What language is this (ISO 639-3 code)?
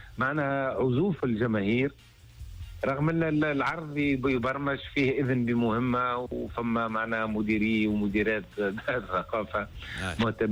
aeb